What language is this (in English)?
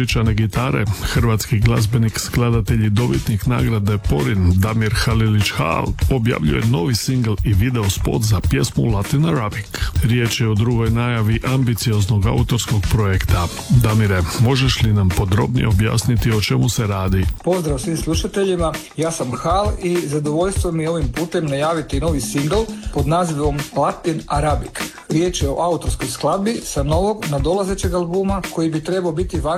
Croatian